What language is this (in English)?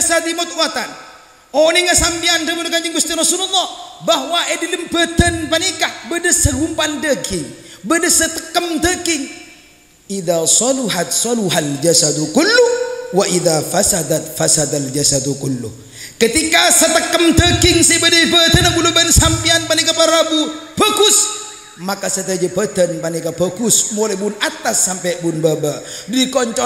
Madurese